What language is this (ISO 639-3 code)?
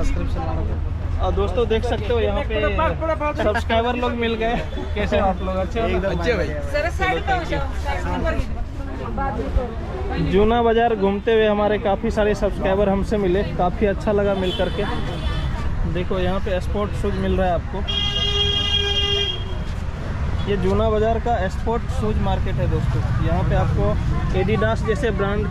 hin